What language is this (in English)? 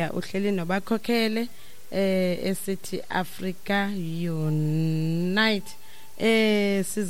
Xhosa